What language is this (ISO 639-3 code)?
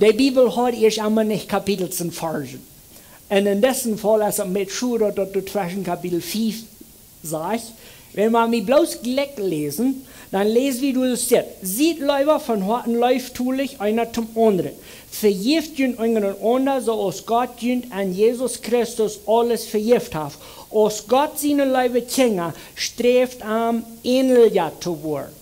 pdt